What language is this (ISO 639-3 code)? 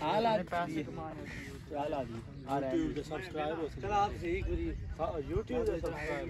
skr